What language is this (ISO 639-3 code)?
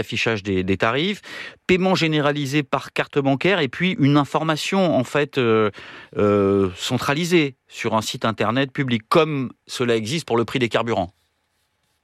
fra